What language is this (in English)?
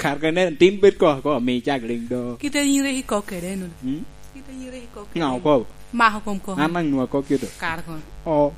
Lango (Uganda)